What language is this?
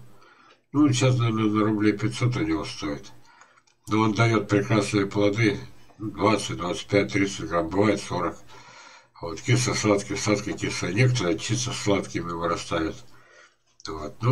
Russian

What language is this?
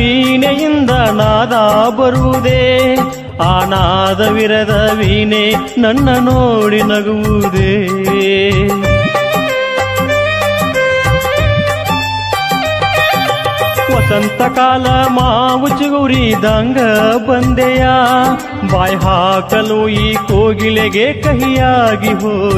Kannada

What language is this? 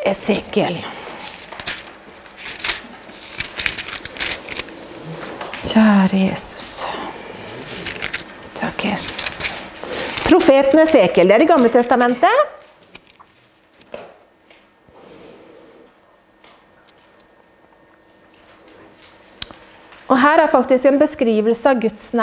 Norwegian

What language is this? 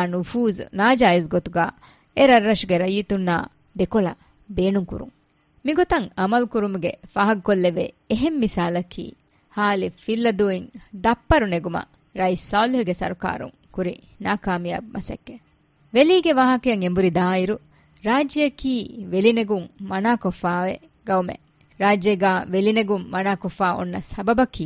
Divehi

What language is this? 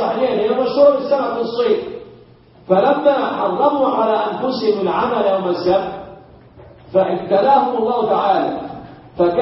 Arabic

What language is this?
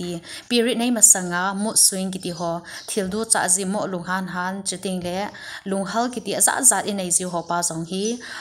Thado Chin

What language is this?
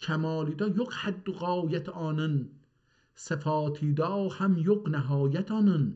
South Azerbaijani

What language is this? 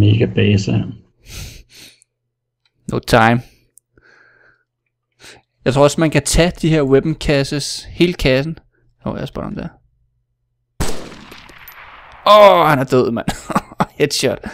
Danish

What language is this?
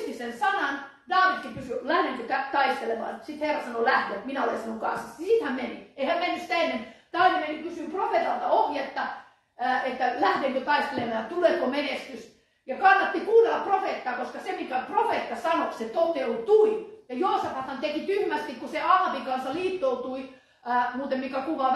Finnish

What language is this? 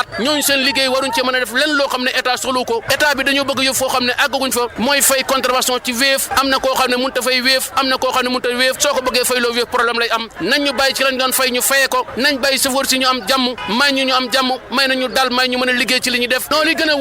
Wolof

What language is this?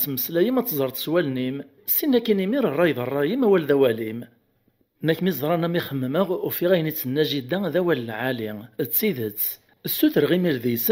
Kabyle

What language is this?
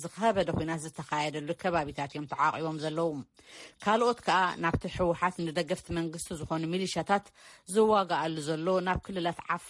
Tigrinya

